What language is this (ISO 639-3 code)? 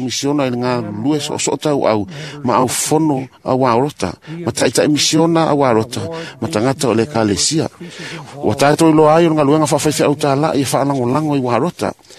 smo